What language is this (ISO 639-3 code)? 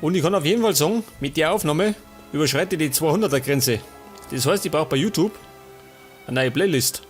bar